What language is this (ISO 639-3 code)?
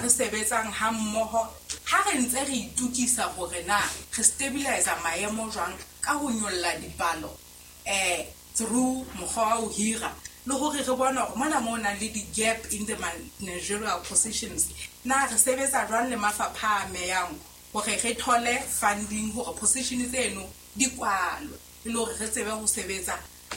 sot